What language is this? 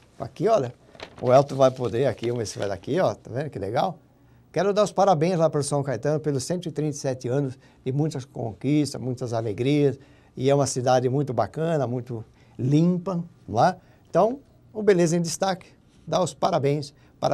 Portuguese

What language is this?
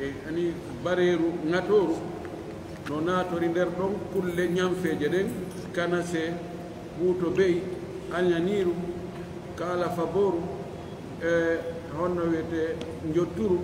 Fula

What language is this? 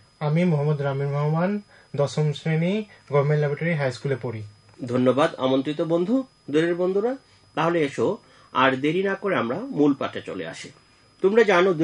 Bangla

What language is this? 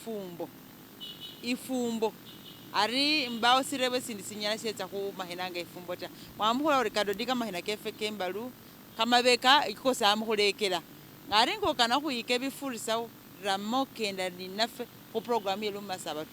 Masaaba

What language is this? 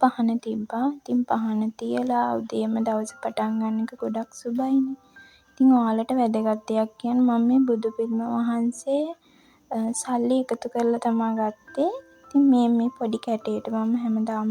Sinhala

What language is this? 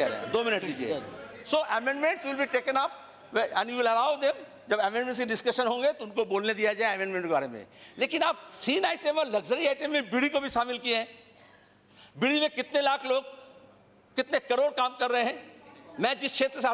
Hindi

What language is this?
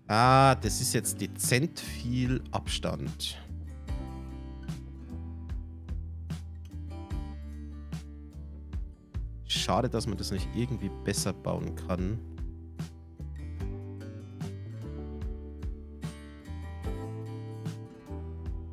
German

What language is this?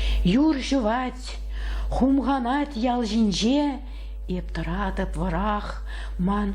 Chuvash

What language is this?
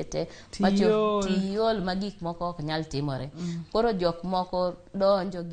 Luo (Kenya and Tanzania)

